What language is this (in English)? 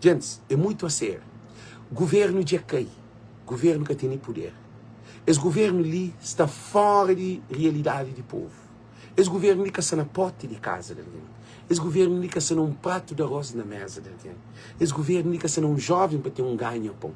Kabuverdianu